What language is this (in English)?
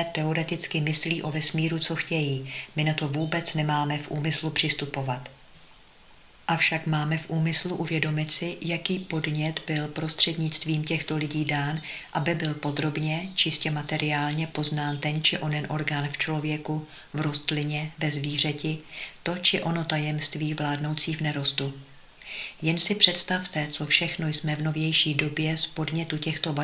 Czech